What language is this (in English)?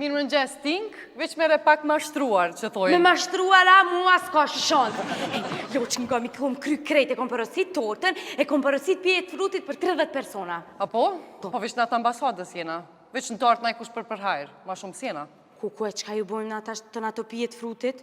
Albanian